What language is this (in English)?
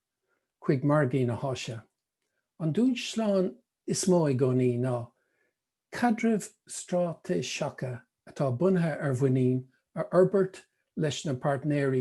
Irish